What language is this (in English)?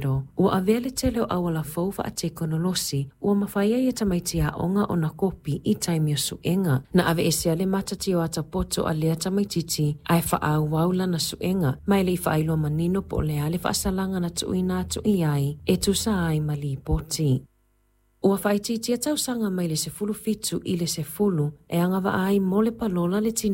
Samoan